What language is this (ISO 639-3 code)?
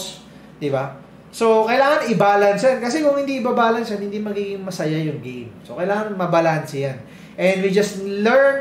fil